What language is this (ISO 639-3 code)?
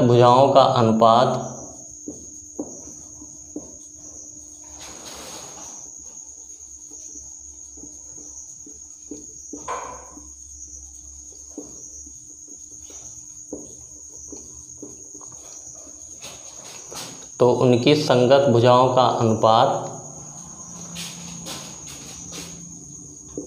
hin